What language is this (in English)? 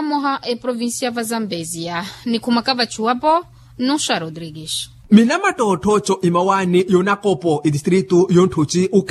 Makhuwa